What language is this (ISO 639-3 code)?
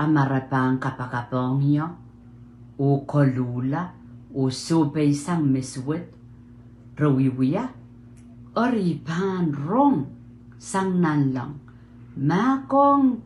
pon